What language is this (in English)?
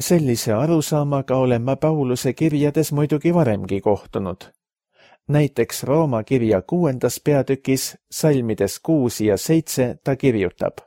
Estonian